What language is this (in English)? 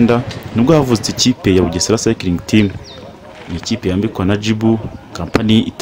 Kinyarwanda